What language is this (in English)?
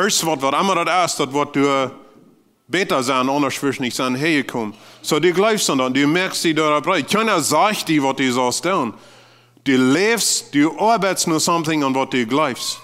Plautdietsch